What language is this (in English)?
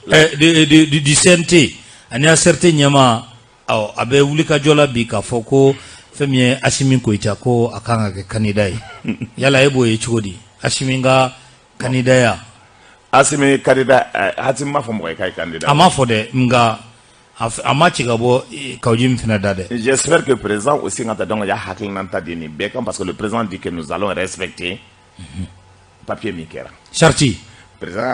Bambara